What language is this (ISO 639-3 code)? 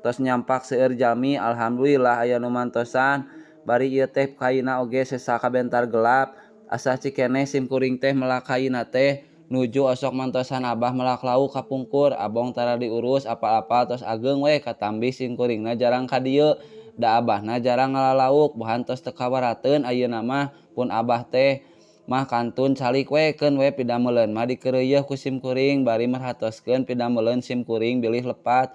sun